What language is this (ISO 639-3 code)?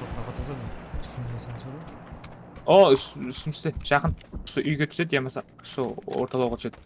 kaa